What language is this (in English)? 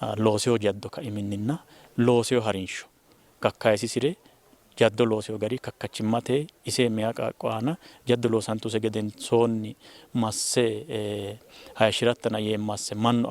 Sidamo